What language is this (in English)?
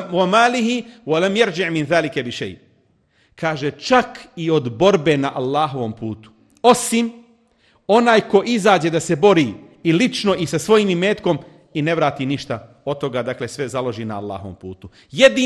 Bosnian